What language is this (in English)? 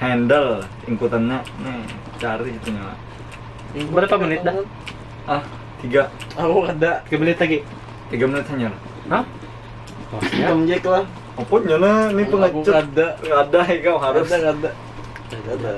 Banjar